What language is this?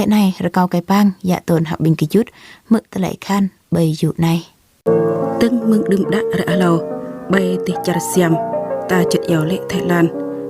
Jarai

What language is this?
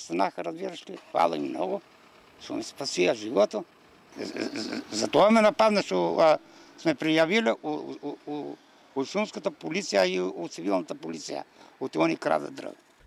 Macedonian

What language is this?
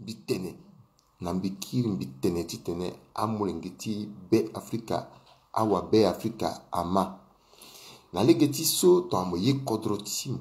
Sango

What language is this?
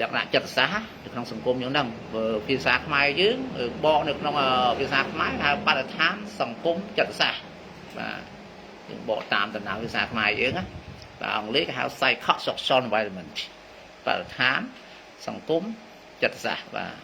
Khmer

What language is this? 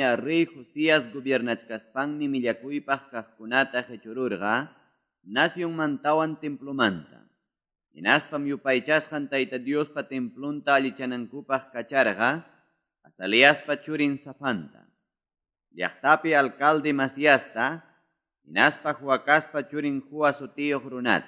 Quechua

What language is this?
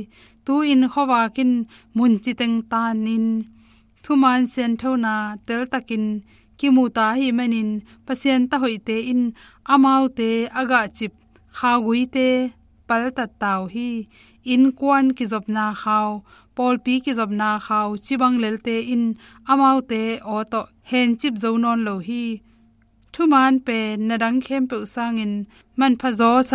Tedim Chin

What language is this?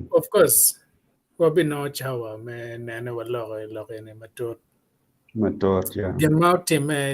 Acoli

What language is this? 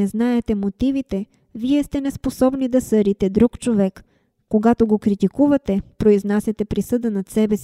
Bulgarian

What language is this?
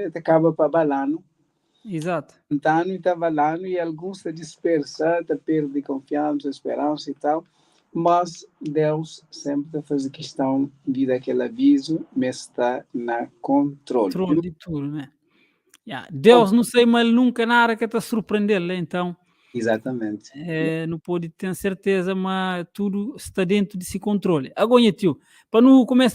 Kabuverdianu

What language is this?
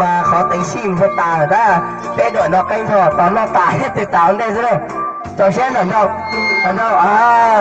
Hmong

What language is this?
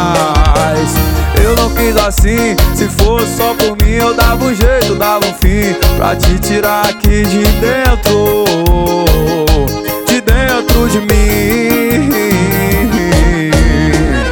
Portuguese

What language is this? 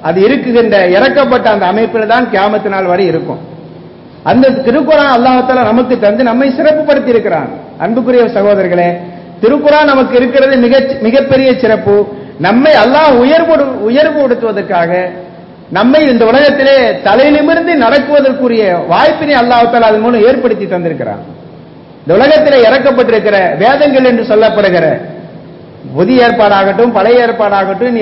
Tamil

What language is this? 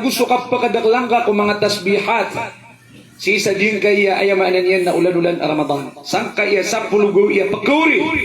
Maranao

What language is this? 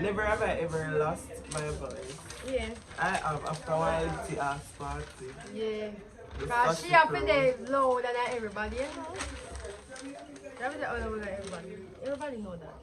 Jamaican Creole English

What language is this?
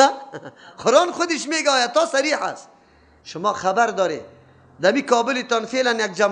Persian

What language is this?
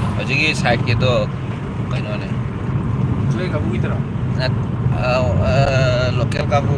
Manipuri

